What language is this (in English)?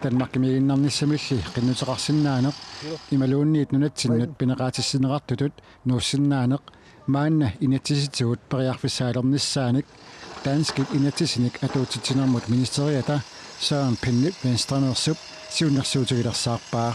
Kalaallisut